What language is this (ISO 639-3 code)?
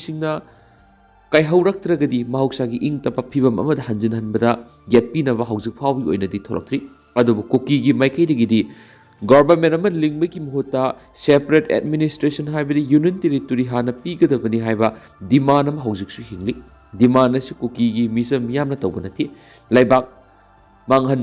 mni